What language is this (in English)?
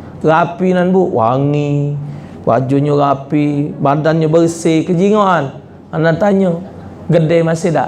Musi